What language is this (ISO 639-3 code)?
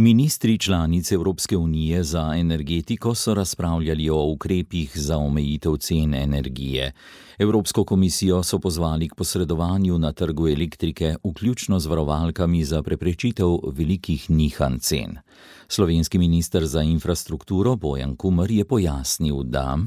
slv